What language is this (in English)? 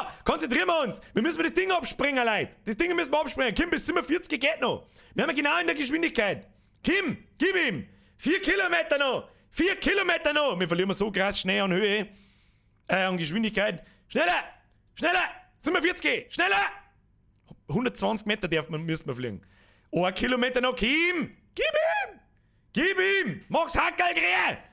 Bavarian